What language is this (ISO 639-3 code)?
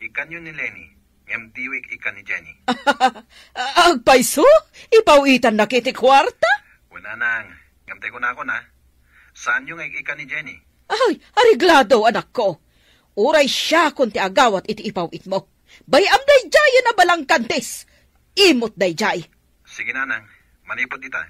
ilo